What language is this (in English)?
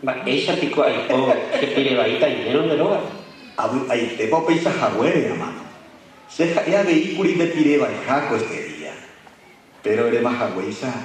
Guarani